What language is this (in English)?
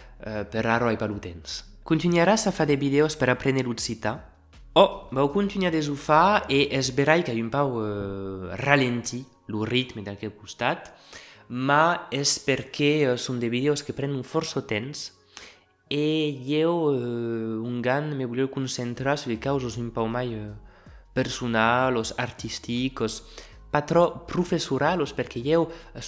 Occitan